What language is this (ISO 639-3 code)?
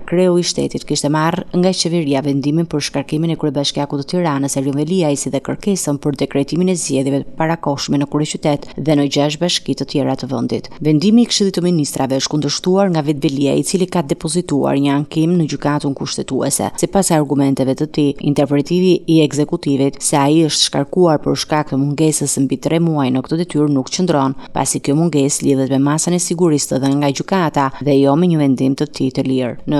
sqi